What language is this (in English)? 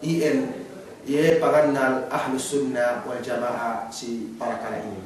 Yakan